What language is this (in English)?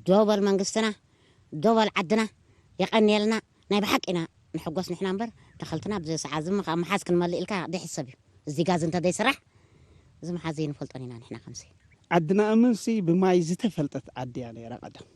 Tigre